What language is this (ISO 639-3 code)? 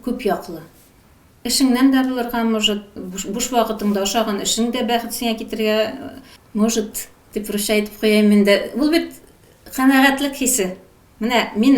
tat